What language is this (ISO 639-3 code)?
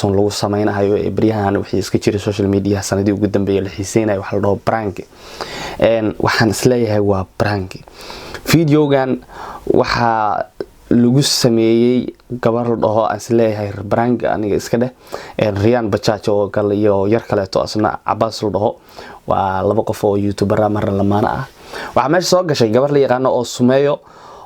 som